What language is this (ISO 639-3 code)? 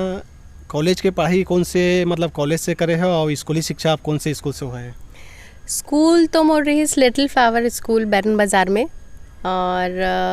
hne